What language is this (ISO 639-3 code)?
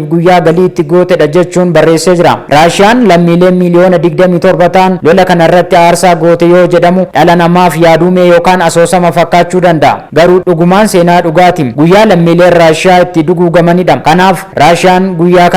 orm